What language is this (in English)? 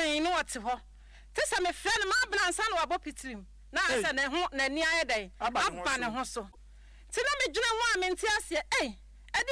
Akan